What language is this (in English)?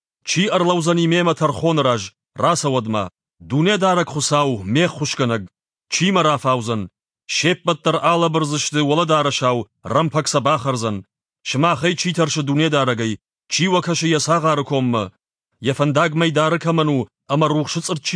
Ossetic